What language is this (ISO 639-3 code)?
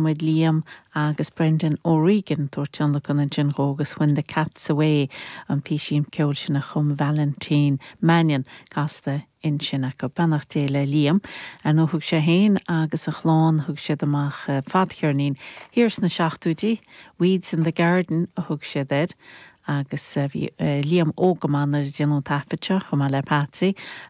gle